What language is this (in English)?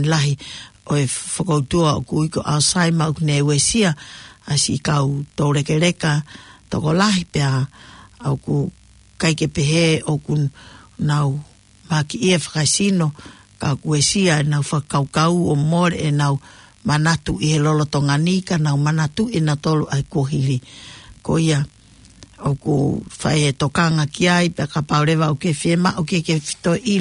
Tongan